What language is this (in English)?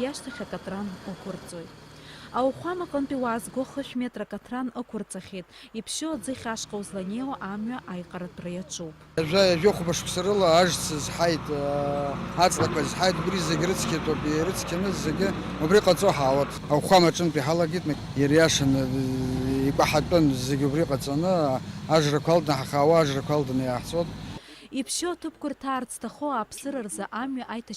Abkhazian